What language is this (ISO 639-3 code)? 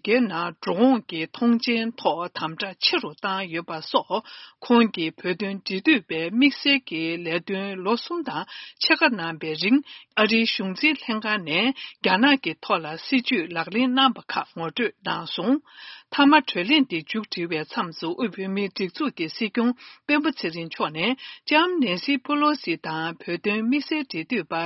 bod